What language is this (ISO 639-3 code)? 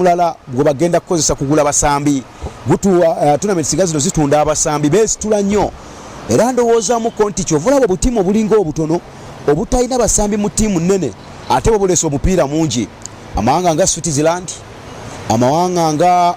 lug